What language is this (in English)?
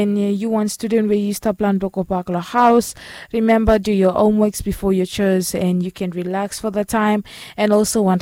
Bislama